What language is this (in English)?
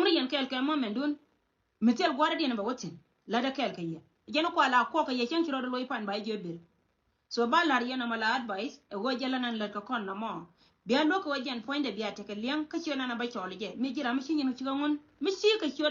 Nuer